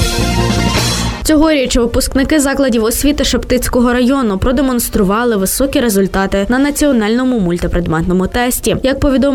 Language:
Ukrainian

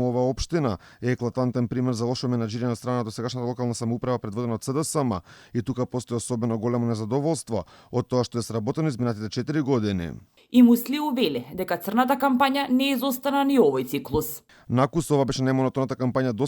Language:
Macedonian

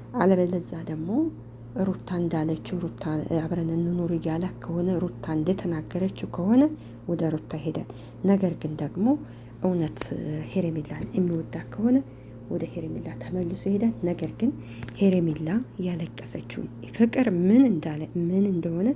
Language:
Amharic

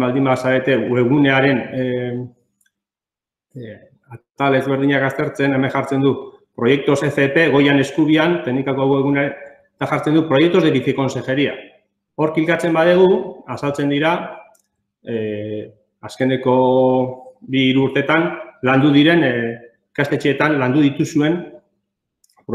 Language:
Basque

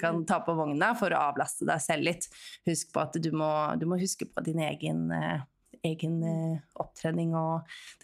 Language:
Norwegian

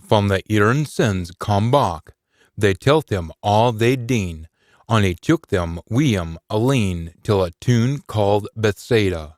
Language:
Scots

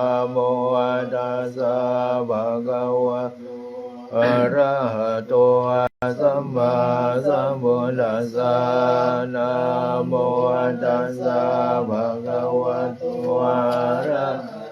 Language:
Pali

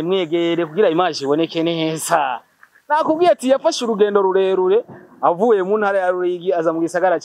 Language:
Rundi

